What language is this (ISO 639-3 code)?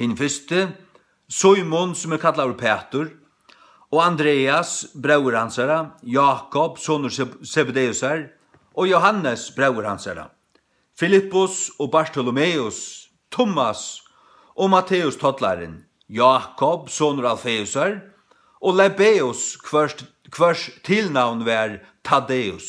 fao